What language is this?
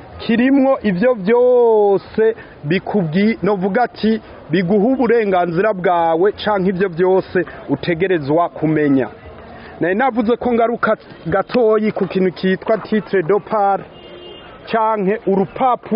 Rundi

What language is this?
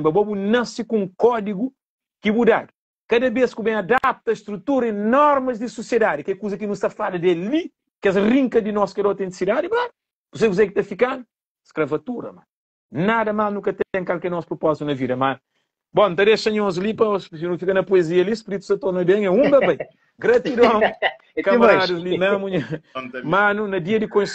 Kabuverdianu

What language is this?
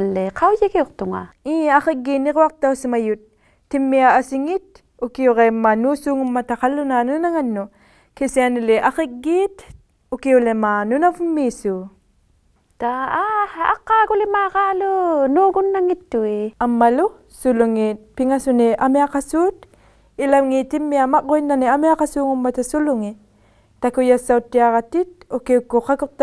Inuktitut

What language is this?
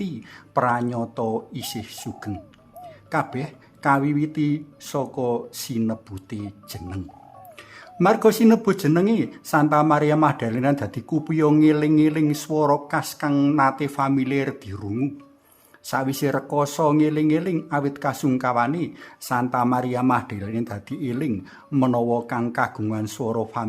Javanese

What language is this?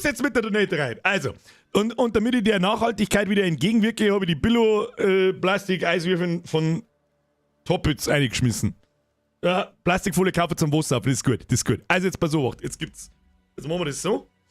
Bavarian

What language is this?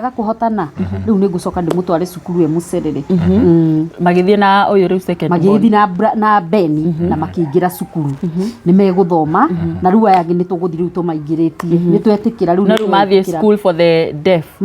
Kikuyu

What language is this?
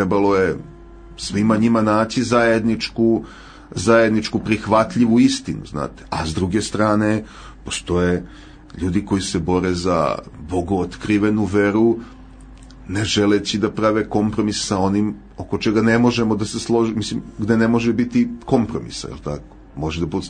Serbian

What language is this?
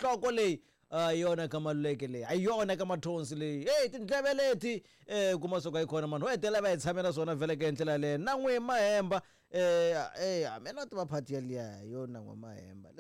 Tsonga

